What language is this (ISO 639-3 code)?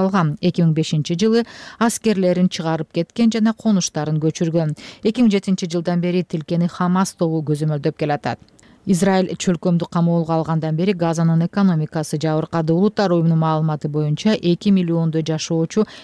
kir